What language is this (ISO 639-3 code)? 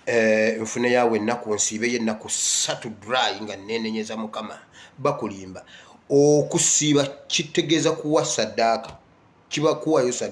lug